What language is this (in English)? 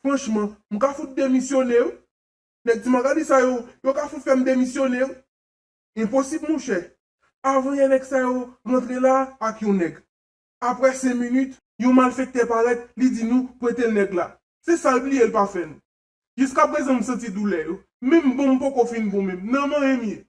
Haitian Creole